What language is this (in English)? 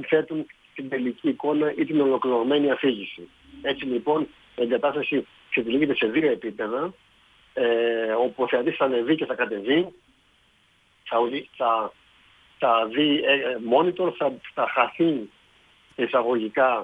Greek